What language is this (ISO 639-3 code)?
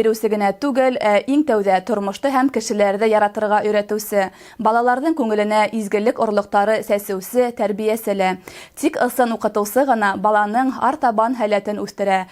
bak